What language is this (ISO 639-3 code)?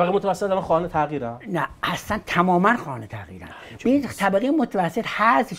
fas